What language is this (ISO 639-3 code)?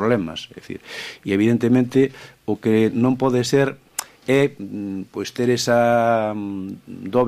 glg